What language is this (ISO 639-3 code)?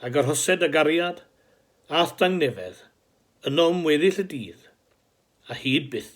cym